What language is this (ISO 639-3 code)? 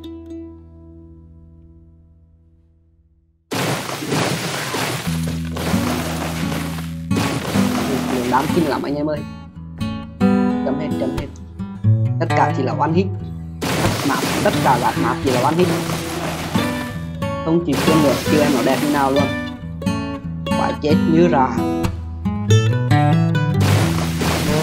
vie